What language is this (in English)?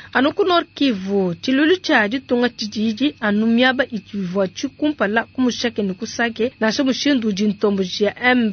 Luba-Lulua